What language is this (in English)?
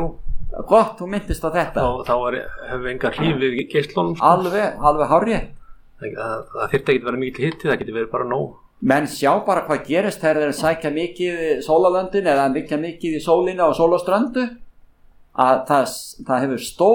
Icelandic